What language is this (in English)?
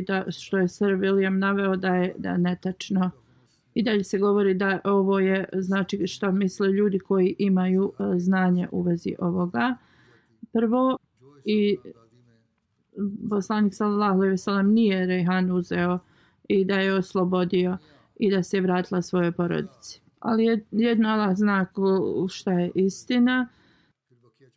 Bosnian